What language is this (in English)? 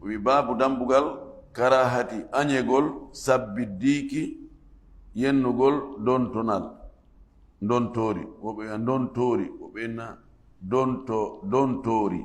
Fula